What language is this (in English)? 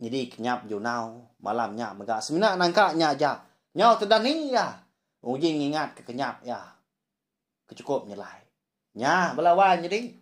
Iban